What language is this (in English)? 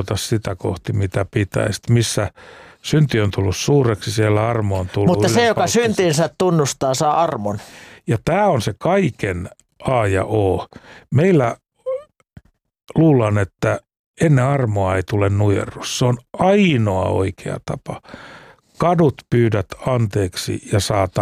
Finnish